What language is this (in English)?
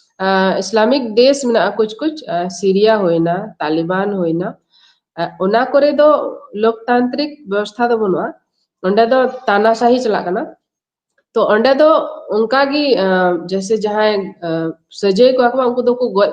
Santali